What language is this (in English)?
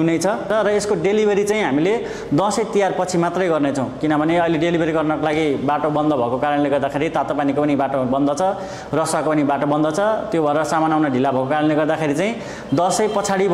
Nepali